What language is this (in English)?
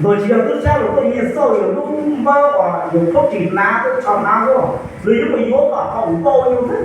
Hmong